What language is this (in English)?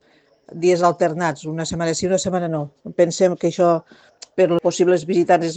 Catalan